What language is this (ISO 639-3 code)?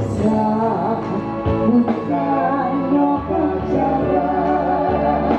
min